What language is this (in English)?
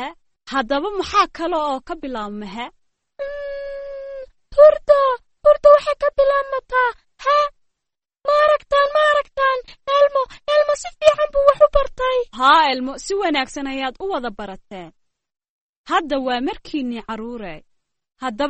Somali